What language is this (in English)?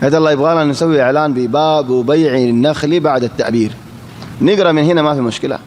Rohingya